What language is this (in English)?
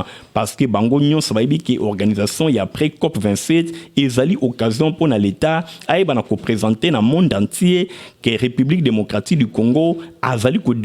Lingala